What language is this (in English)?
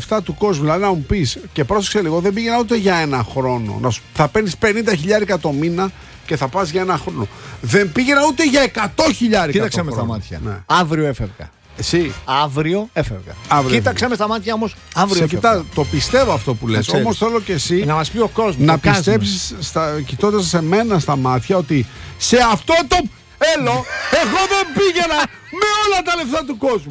Greek